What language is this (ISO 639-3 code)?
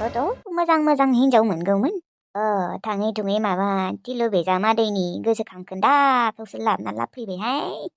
brx